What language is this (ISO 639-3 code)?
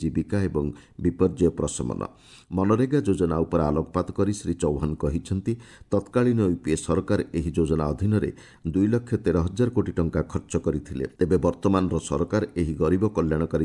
ori